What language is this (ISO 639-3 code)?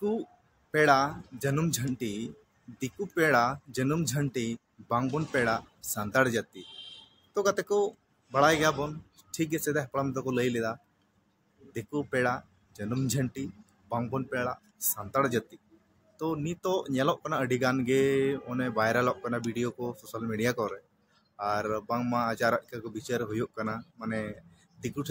sat